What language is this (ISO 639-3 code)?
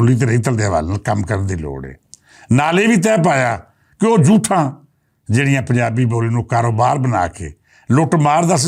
lah